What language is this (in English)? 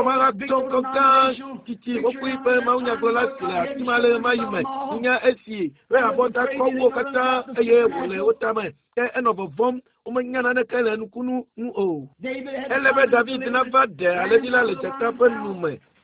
Ewe